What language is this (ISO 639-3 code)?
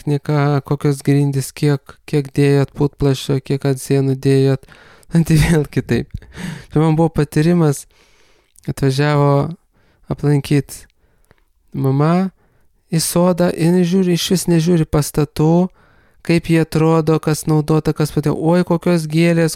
lit